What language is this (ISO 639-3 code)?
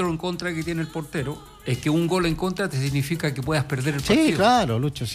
spa